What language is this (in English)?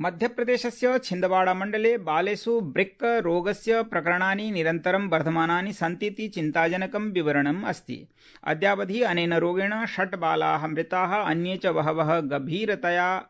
Sanskrit